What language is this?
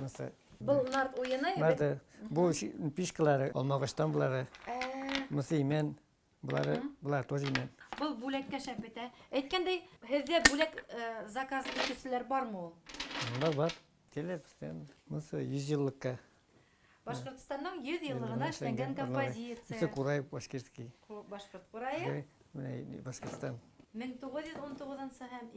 Bashkir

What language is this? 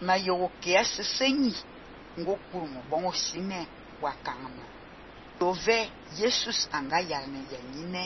Fang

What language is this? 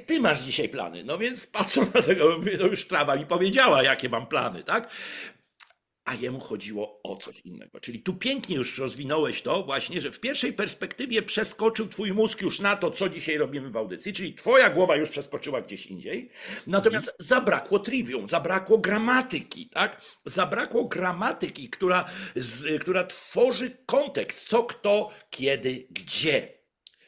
Polish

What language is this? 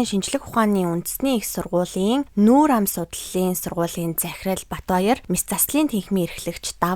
Mongolian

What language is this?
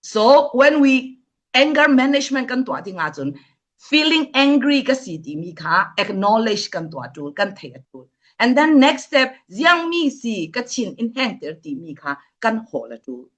Falam Chin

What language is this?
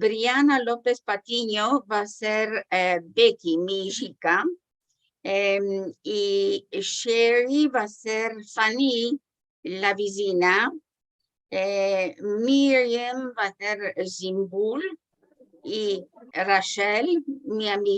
Ladino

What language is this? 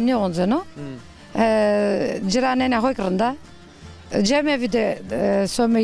Zaza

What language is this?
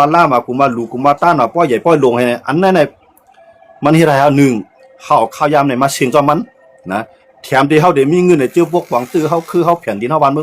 Shan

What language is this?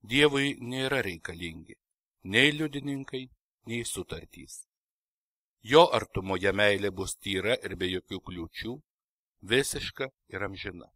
Lithuanian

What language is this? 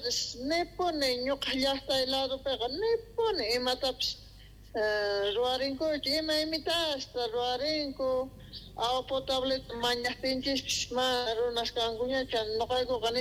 South Bolivian Quechua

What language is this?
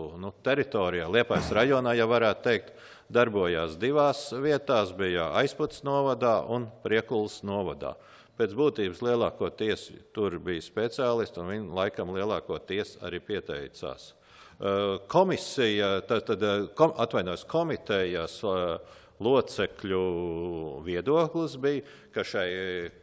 Latvian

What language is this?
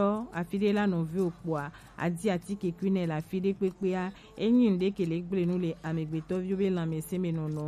Gen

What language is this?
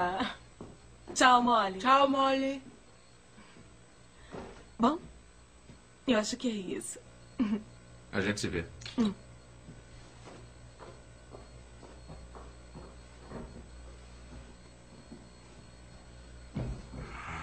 Portuguese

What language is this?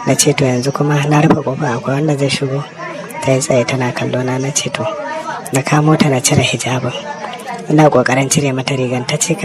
Hausa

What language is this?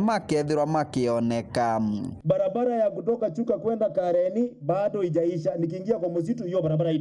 Meru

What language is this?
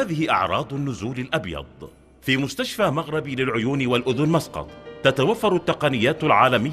Arabic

